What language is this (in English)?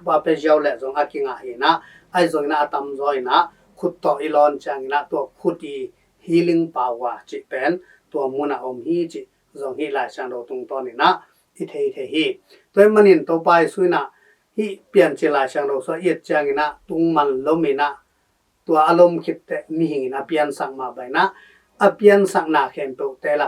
Tedim Chin